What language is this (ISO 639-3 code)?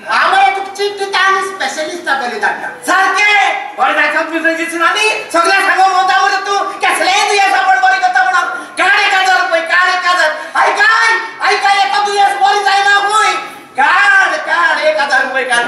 kok